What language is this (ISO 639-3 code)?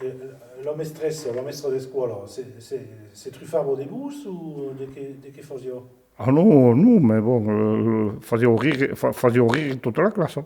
oci